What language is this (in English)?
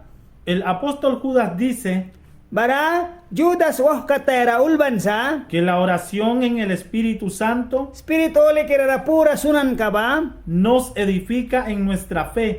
Mískito